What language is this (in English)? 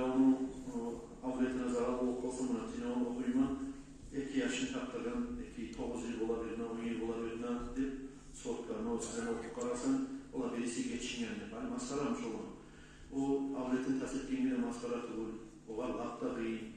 Kumyk